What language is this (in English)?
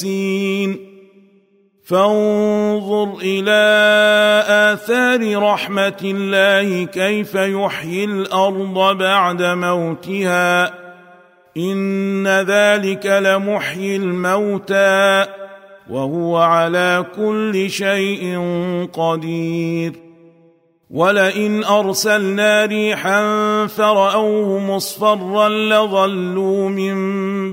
Arabic